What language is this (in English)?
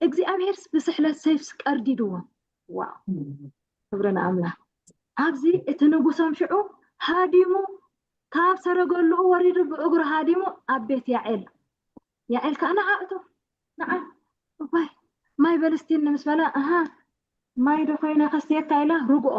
Tigrinya